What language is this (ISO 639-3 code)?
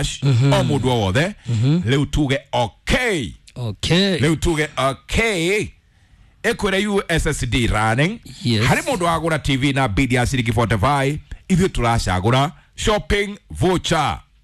kik